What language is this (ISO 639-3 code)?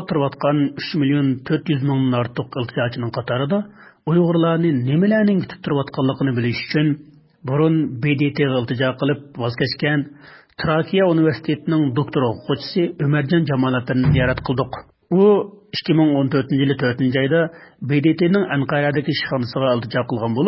uig